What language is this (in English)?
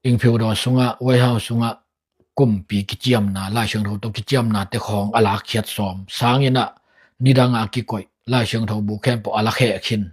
Tedim Chin